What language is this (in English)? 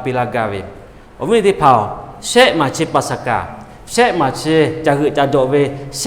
Lahu